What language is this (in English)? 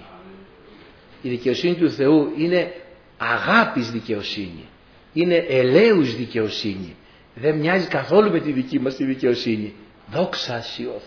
Greek